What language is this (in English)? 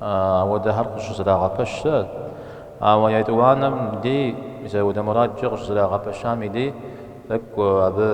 Kabardian